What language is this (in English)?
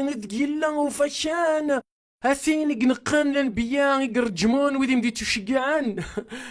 Kabyle